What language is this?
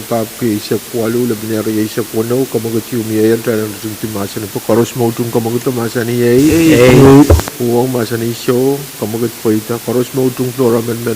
Pohnpeian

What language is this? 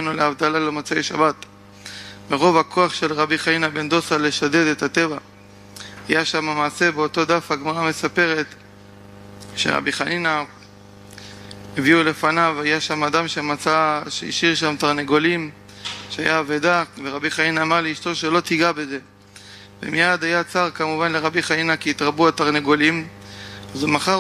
Hebrew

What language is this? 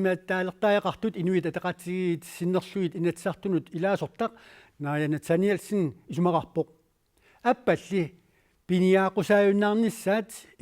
Kalaallisut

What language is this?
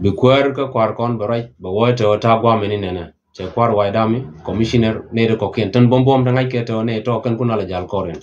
Nuer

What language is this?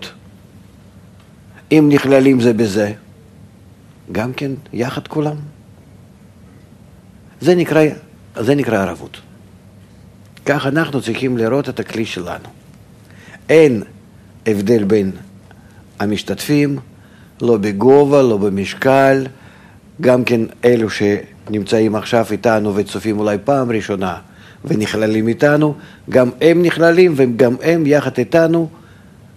Hebrew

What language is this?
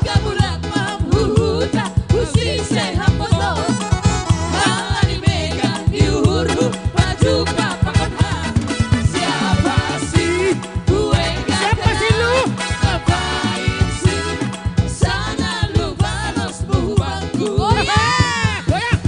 Batak Simalungun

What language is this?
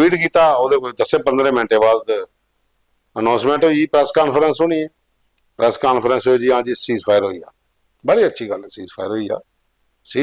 Dogri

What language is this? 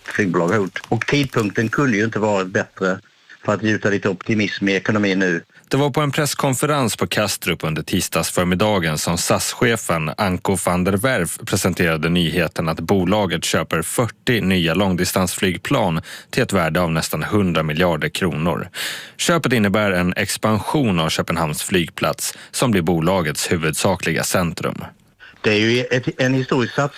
Swedish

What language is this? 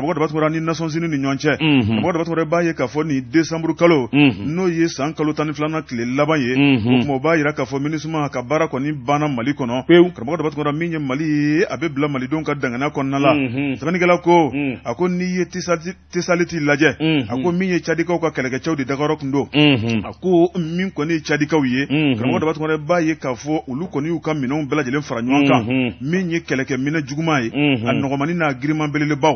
Bambara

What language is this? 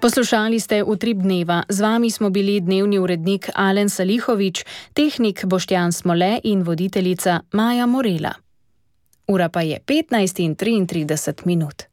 Slovenian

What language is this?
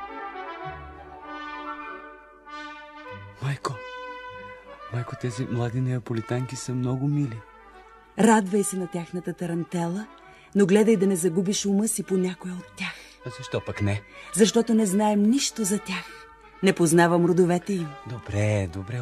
Bulgarian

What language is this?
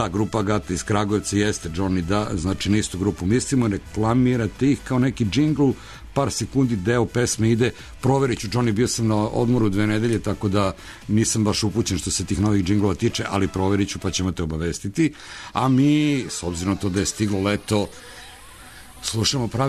Serbian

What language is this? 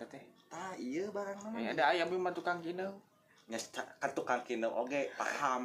Sundanese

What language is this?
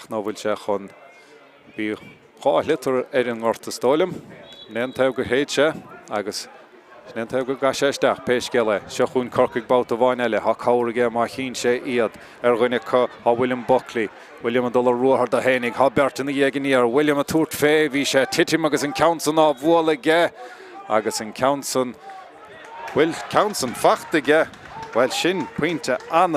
Irish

